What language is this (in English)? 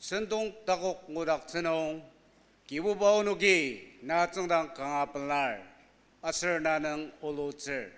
Ao Naga